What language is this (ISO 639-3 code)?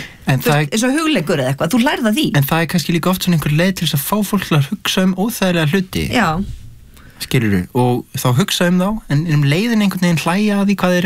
isl